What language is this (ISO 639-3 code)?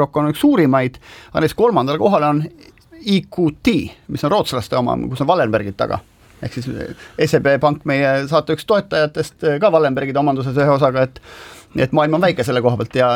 est